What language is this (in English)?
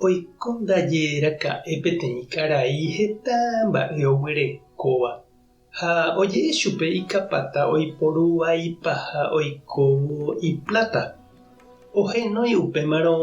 Guarani